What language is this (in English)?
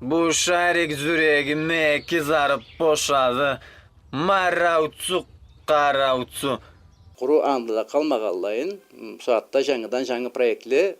Karachay-Balkar